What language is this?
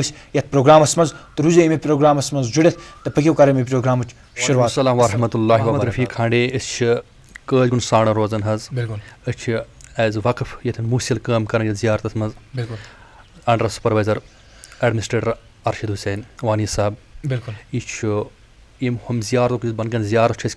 Kashmiri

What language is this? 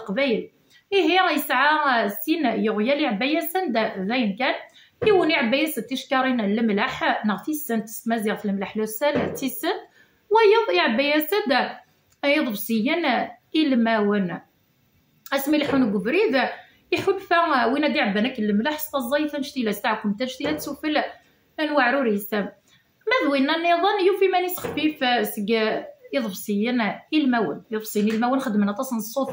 Kabyle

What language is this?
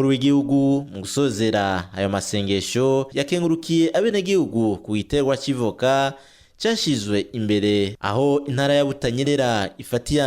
Rundi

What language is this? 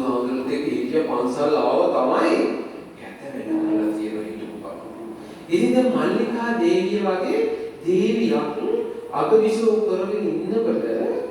Sinhala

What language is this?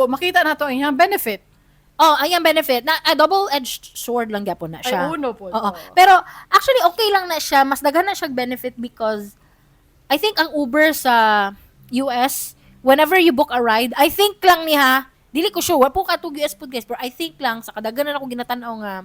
Cebuano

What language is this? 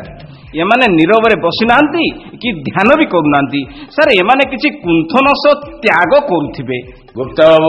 Odia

